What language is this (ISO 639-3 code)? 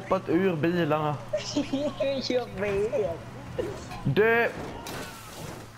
swe